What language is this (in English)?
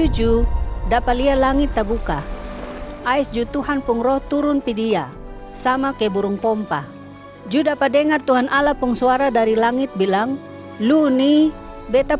Kupang Malay